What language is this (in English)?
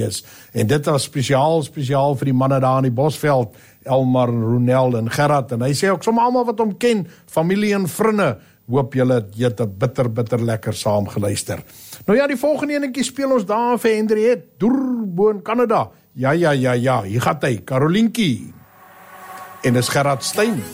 Afrikaans